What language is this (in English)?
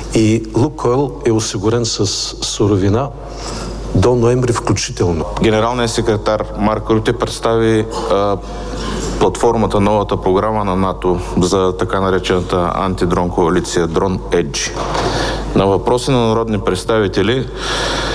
Bulgarian